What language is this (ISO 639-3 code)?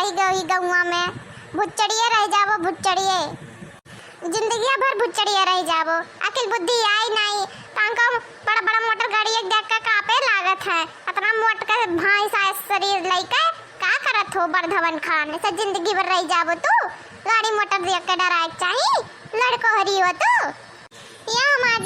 awa